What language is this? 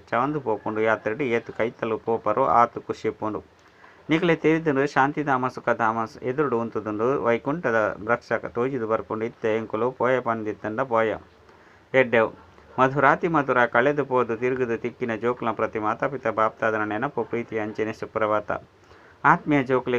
Tulu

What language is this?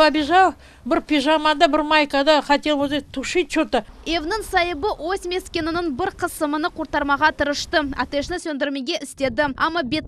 Crimean Tatar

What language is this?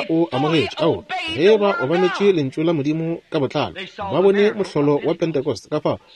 Northern Sotho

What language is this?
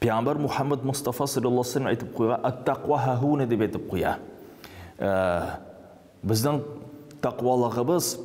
Tatar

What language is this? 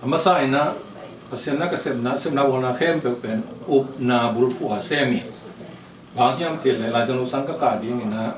Tedim Chin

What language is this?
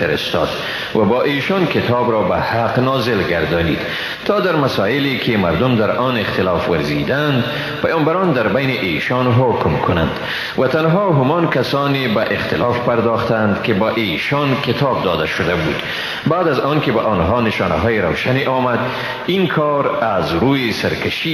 Persian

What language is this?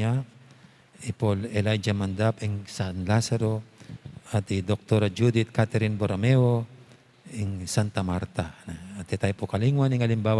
Pampanga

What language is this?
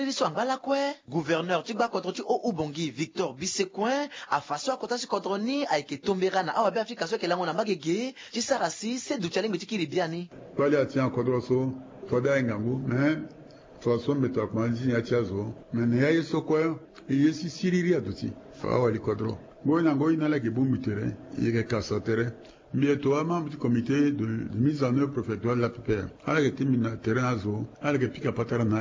Sango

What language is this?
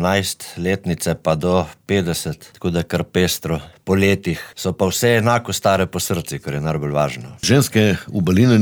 Slovenian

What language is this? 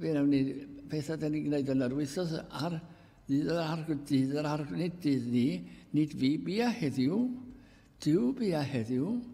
Welsh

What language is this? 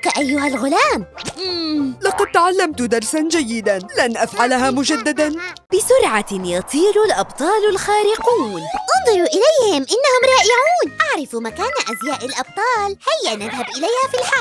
Arabic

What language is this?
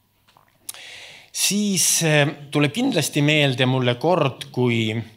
Estonian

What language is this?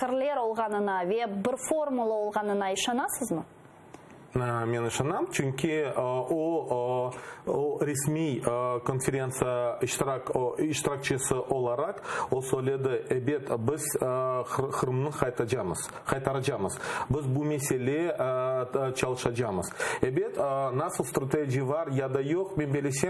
Crimean Tatar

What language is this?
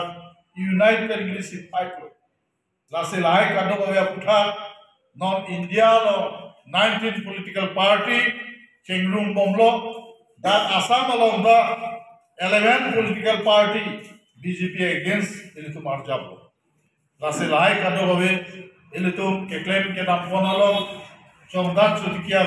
Karbi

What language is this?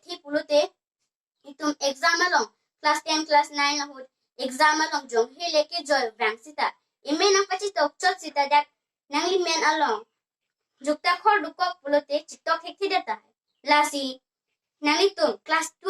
Karbi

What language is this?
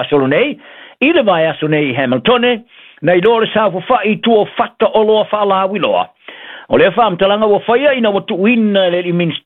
Samoan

